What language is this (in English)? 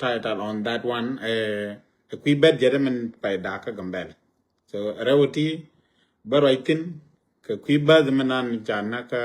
Nuer